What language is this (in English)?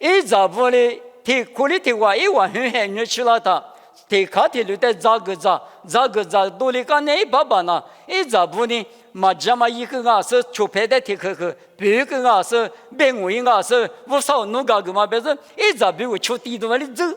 Lisu